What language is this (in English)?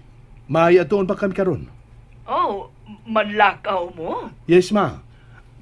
Cebuano